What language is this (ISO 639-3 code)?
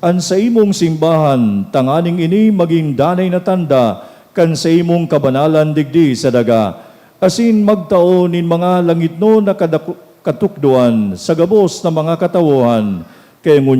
bik